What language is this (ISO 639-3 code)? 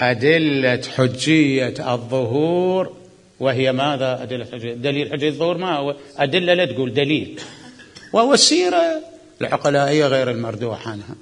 acm